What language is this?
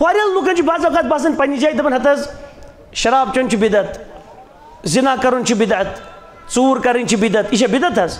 Kashmiri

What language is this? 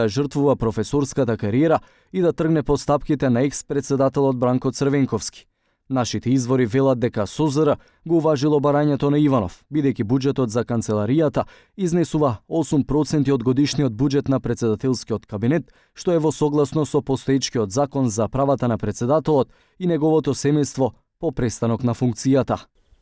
Macedonian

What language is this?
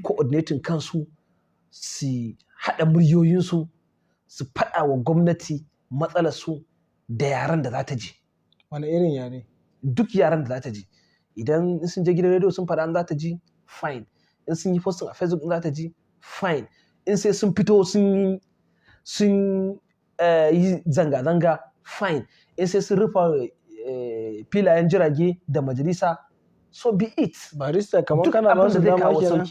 Hausa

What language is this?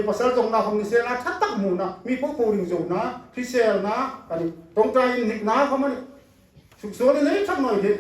Hmar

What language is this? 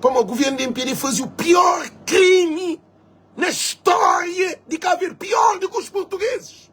Kabuverdianu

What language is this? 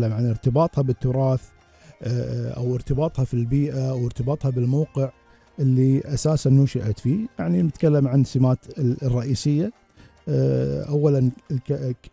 Gulf Arabic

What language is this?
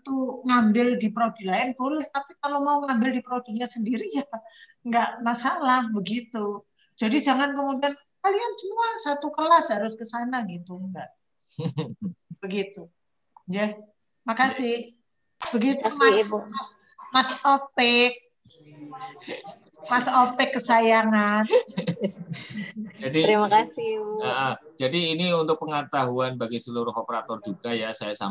Indonesian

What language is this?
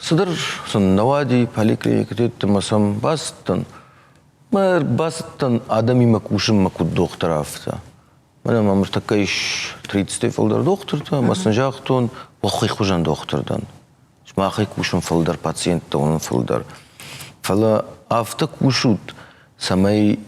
Ossetic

